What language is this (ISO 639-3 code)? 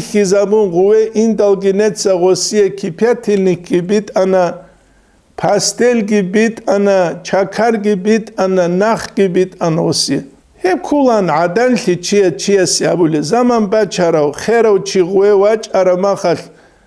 ava